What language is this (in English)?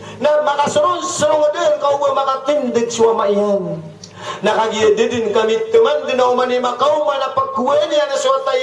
Maranao